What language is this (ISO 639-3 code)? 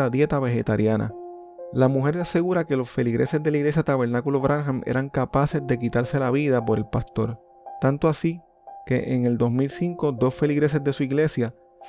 spa